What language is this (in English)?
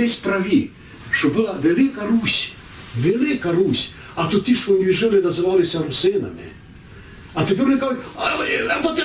Rusyn